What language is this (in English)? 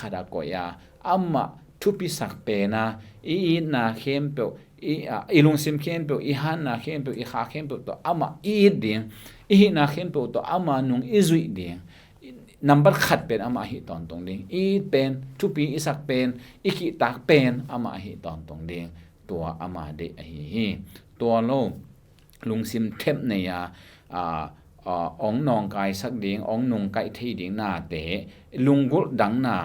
Tedim Chin